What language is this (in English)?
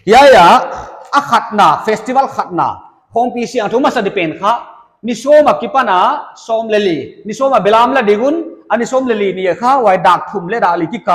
Paite Chin